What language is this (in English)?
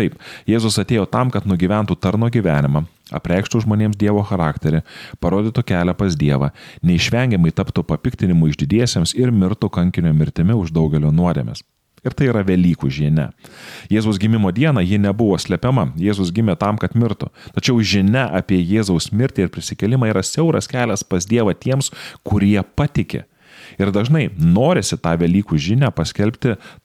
Lithuanian